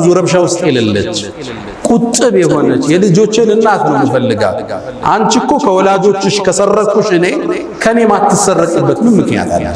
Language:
Amharic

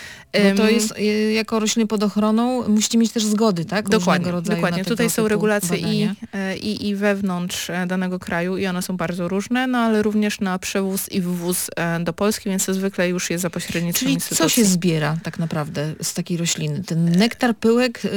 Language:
Polish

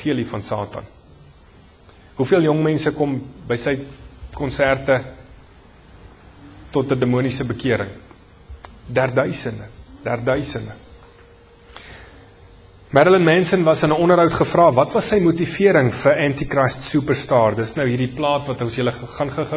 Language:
Afrikaans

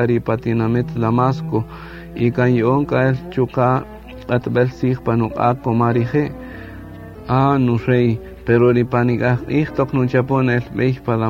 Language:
Kaqchikel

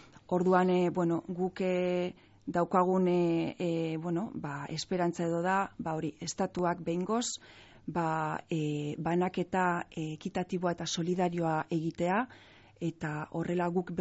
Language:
Basque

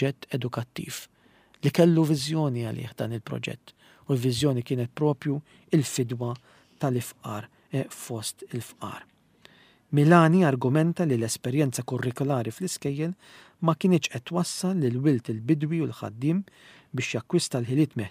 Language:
Maltese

